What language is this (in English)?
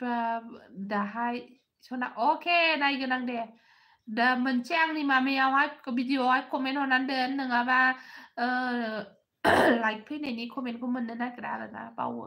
Bodo